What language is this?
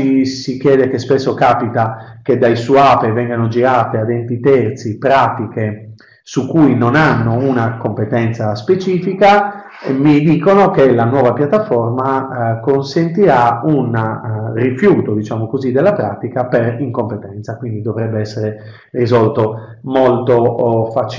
Italian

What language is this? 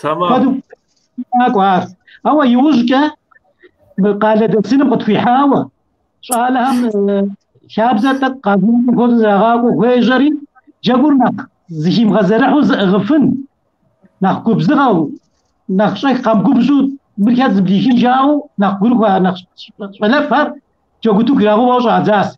Kabardian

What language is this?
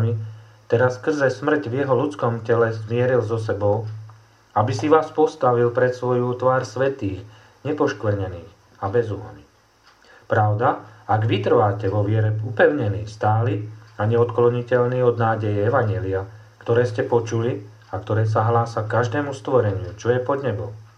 Slovak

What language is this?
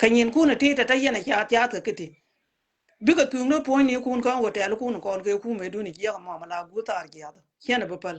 Nuer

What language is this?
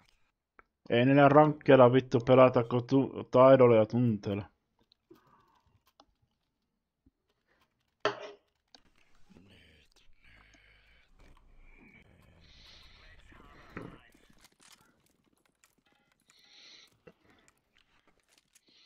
Finnish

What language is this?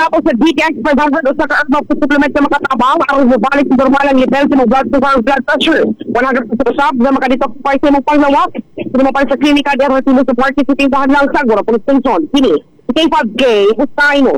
Cebuano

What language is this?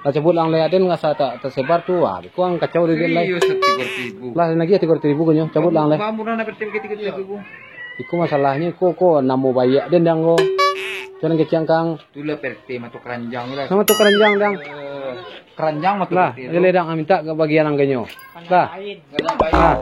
Minangkabau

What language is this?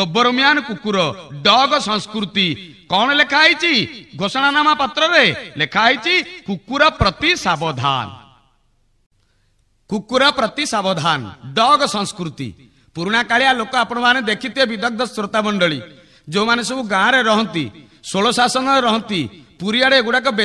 Odia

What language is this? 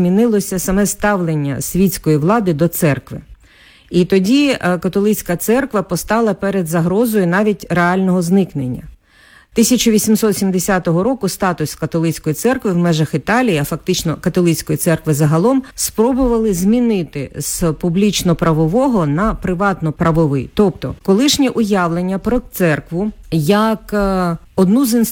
Ukrainian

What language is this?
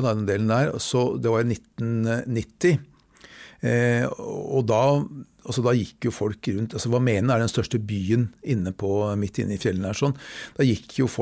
Norwegian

